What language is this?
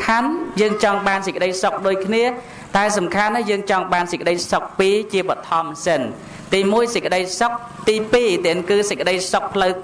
Khmer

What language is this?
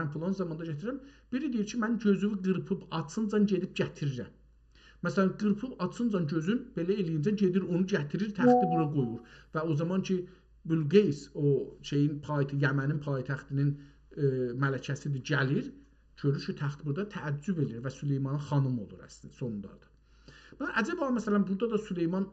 South Azerbaijani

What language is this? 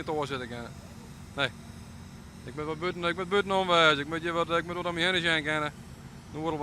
Western Frisian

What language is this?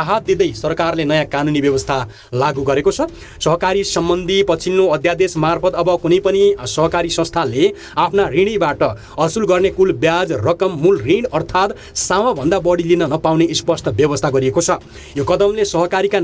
Nepali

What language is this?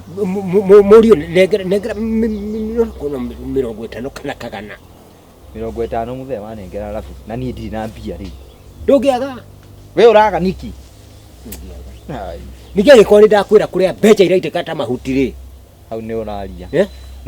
Kikuyu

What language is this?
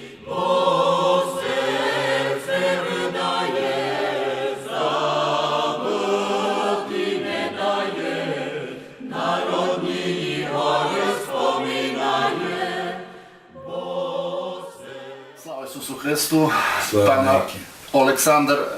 Rusyn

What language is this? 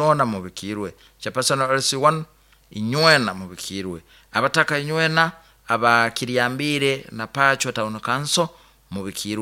Nyoro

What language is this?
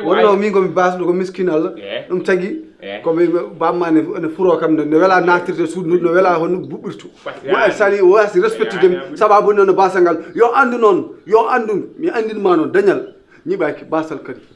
Fula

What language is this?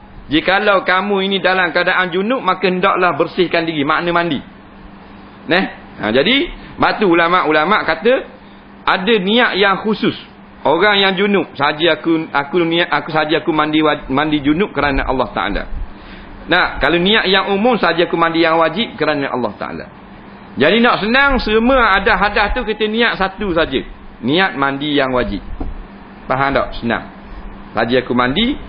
Malay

